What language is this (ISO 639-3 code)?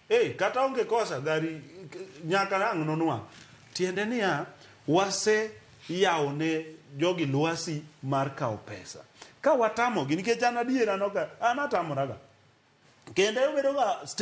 luo